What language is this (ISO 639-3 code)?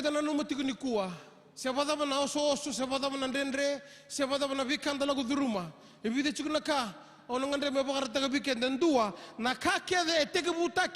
fij